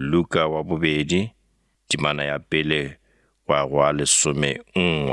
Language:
Northern Sotho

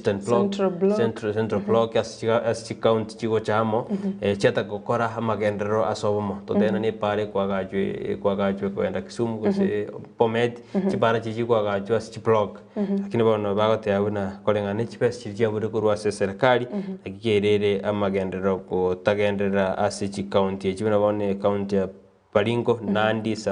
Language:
Gusii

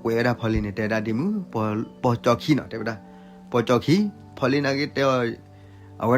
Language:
S'gaw Karen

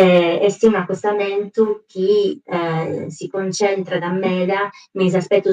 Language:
Sardinian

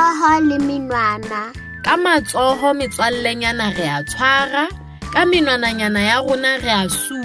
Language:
Southern Sotho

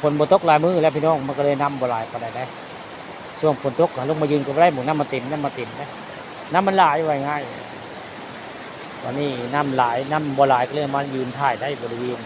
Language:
Northeastern Thai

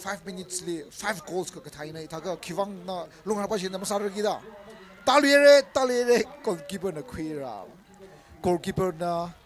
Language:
Tangkhul Naga (India)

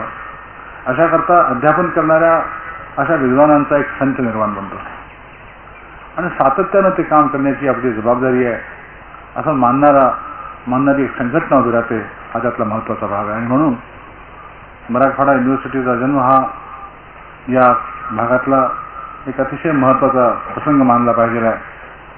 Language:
Marathi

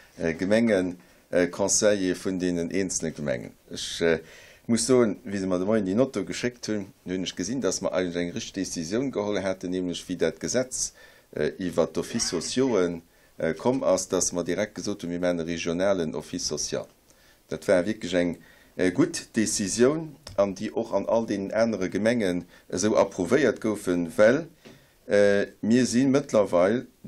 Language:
Luxembourgish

